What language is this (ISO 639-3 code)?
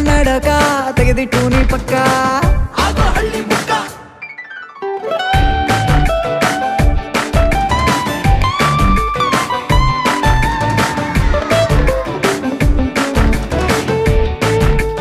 kan